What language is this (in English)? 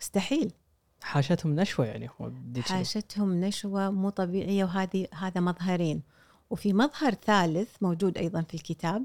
Gulf Arabic